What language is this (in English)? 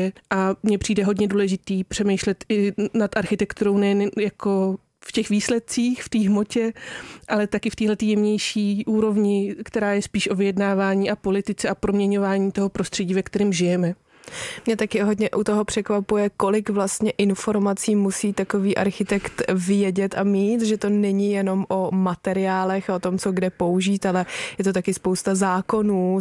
Czech